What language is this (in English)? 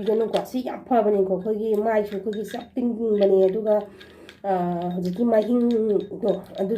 Manipuri